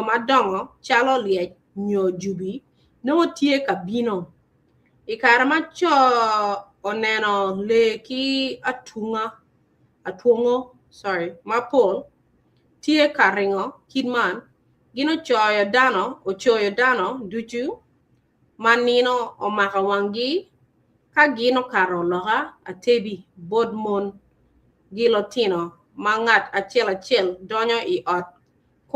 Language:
Acoli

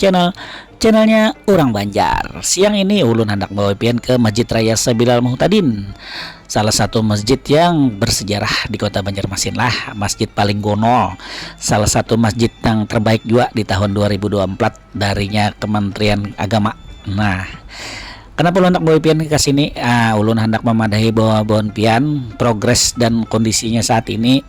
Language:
Banjar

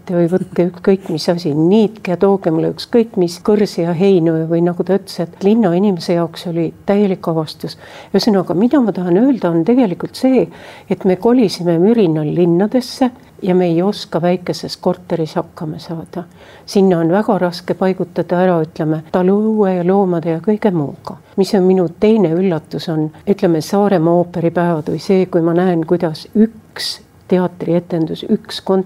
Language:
Estonian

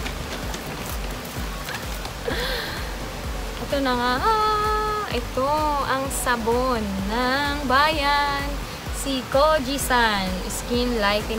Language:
Filipino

